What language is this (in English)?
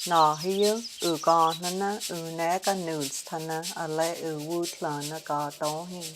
Cherokee